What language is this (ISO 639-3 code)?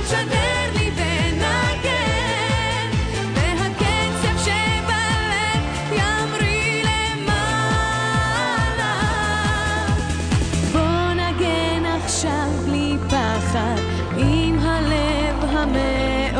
heb